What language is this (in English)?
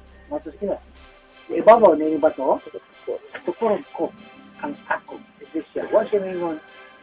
Cebuano